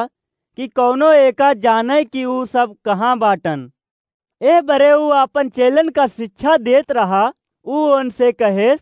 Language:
Awadhi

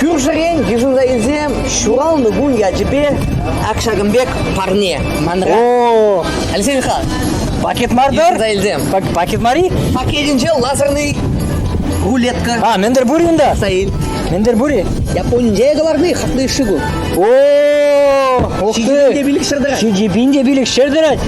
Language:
Chuvash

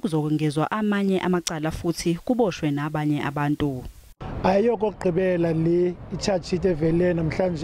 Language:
Zulu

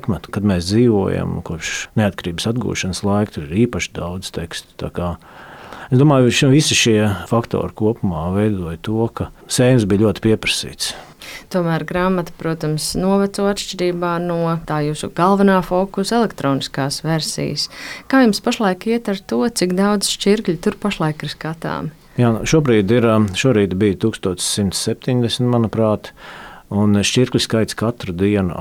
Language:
Latvian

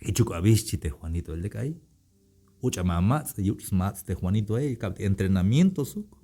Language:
Tzeltal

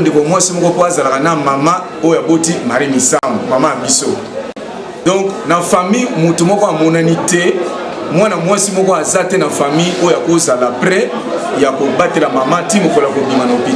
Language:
Lingala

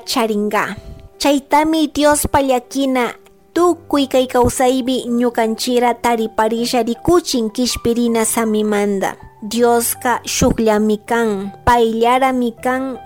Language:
Chimborazo Highland Quichua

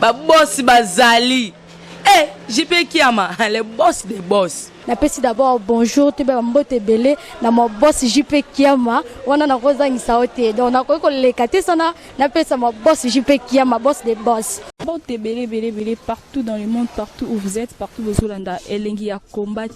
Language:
Lingala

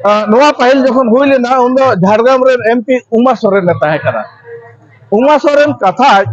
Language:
Santali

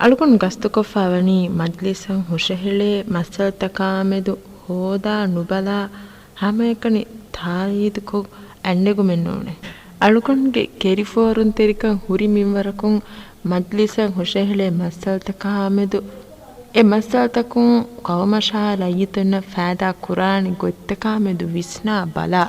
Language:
Divehi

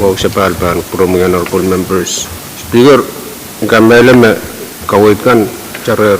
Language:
Pohnpeian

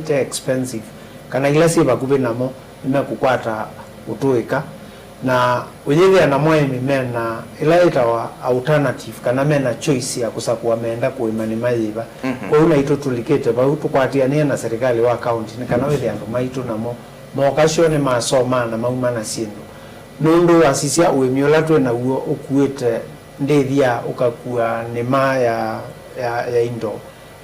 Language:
Kamba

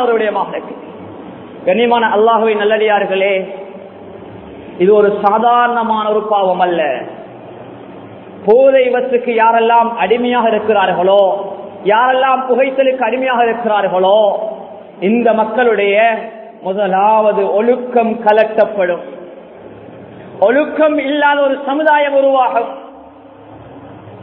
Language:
Tamil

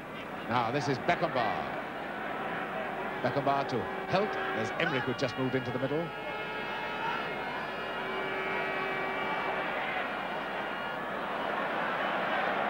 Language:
English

